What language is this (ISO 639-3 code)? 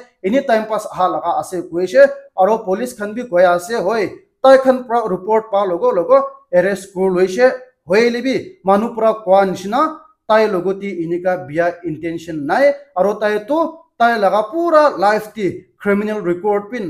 nag